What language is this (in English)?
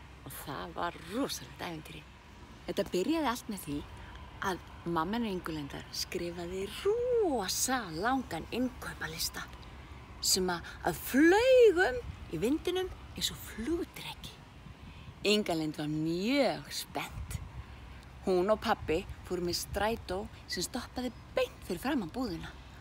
Icelandic